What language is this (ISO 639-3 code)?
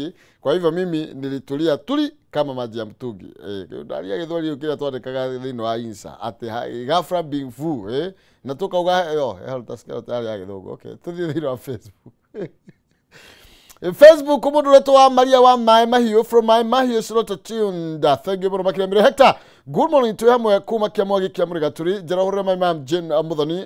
kik